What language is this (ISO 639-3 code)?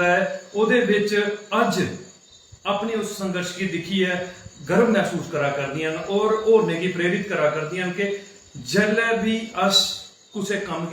doi